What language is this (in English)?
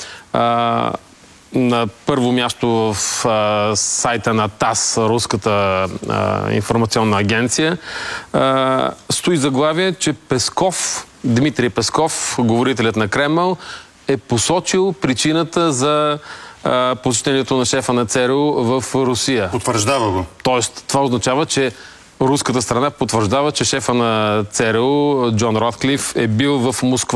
Bulgarian